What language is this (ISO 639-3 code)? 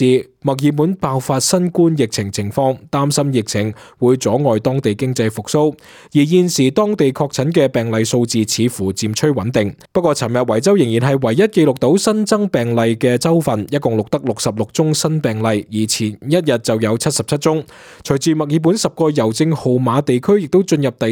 yue